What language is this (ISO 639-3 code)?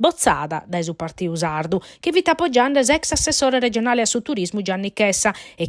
srd